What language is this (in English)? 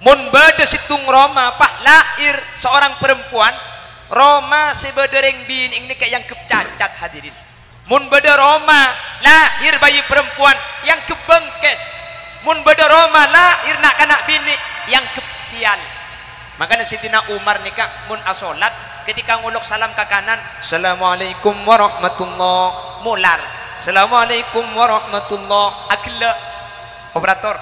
Madurese